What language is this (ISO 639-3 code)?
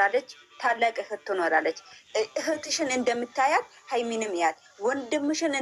amh